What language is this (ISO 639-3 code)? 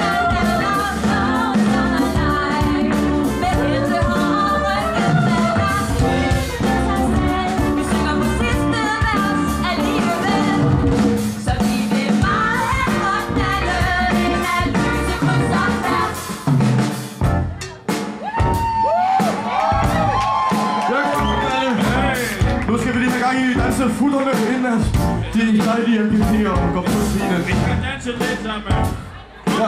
dan